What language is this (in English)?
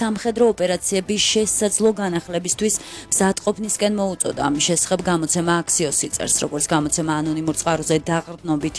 Georgian